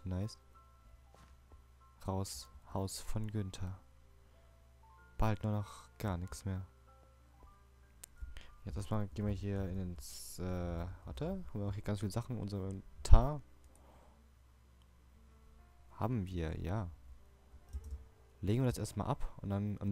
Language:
German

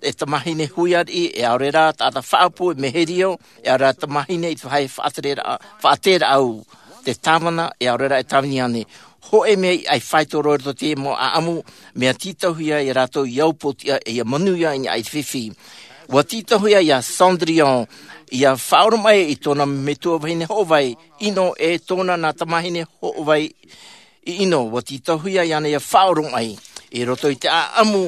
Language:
Tahitian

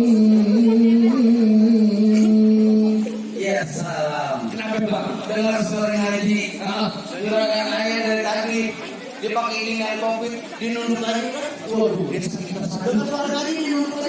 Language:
Betawi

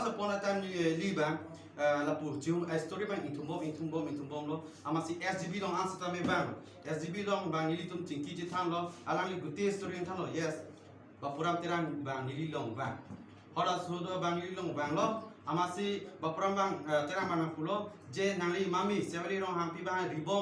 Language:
Karbi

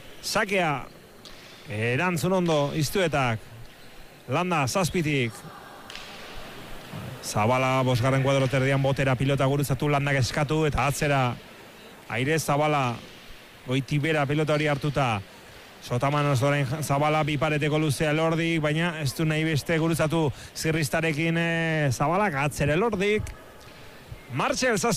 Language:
Basque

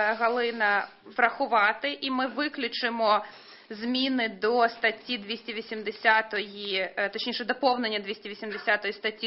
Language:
Ukrainian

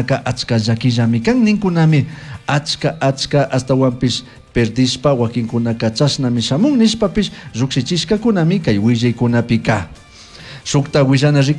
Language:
Chimborazo Highland Quichua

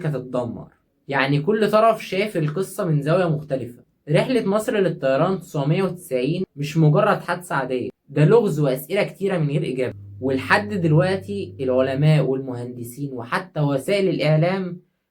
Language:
Egyptian Arabic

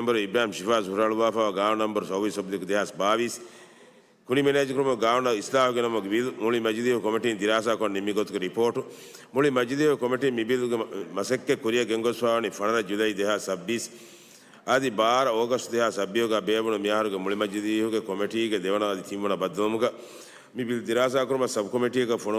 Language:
Divehi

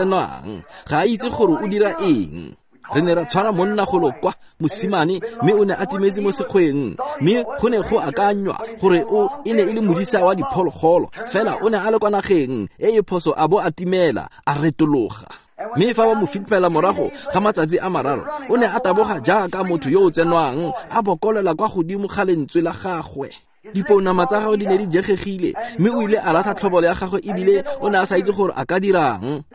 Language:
Tswana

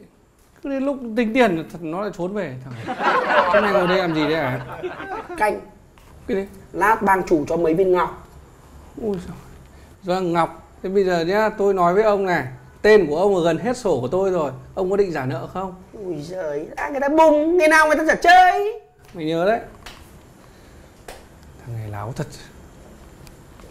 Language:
Vietnamese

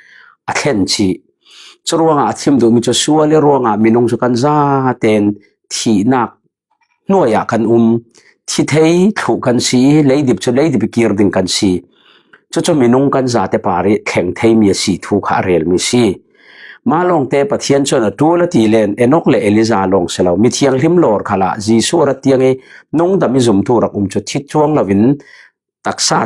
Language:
Falam Chin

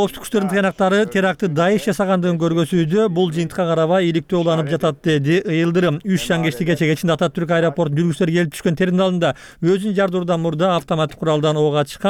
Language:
Kyrgyz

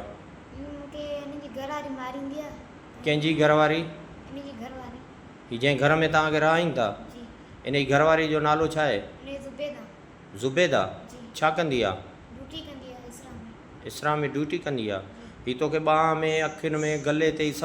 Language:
Sindhi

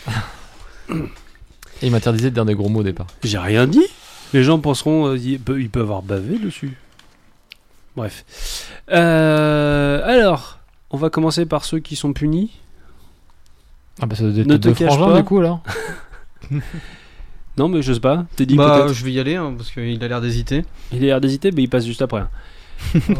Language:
French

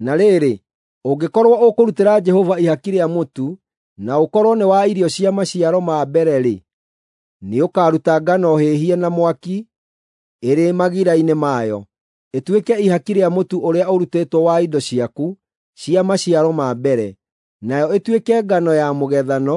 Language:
Kikuyu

